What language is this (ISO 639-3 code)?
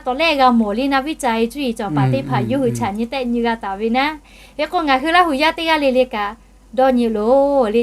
lhu